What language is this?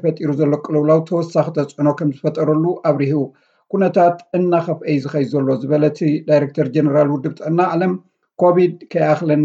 Tigrinya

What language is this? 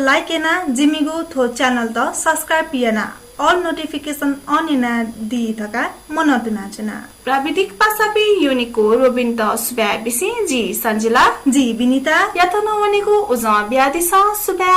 Newari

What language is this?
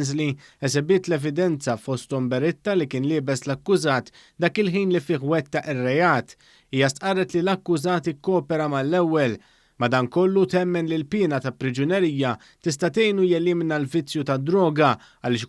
Maltese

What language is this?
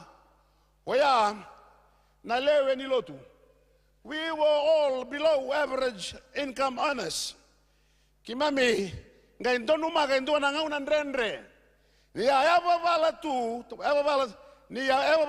Fijian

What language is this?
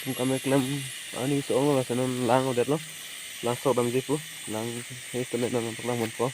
Karbi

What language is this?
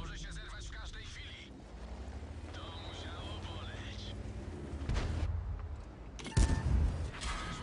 Polish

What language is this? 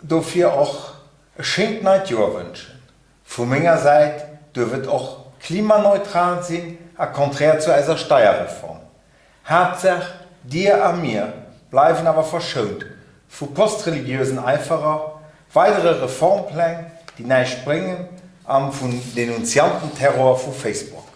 Luxembourgish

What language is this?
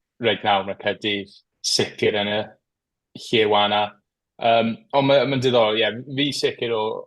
Welsh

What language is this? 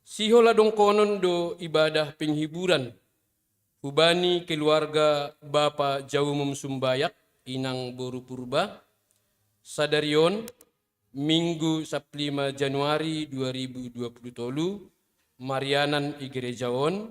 Batak Simalungun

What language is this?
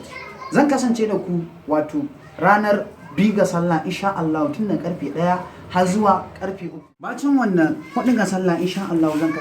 Hausa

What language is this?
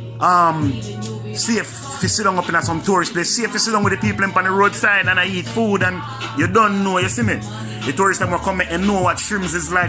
Jamaican Creole English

